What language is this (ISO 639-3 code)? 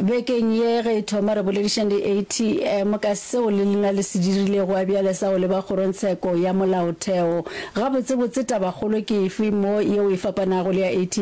nso